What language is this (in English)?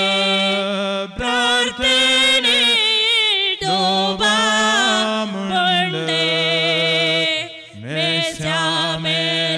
Malayalam